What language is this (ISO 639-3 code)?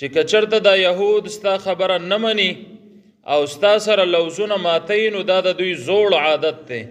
pus